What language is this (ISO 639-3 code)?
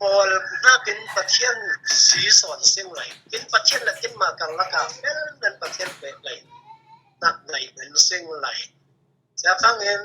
cfm